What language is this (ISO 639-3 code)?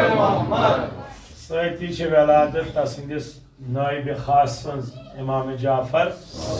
kas